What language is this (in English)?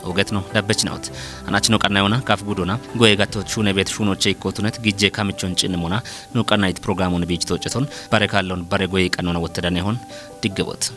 Kafa